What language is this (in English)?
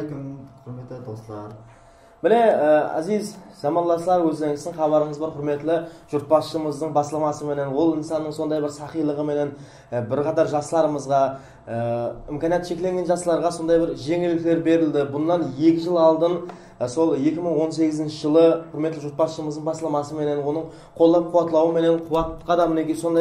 Kara-Kalpak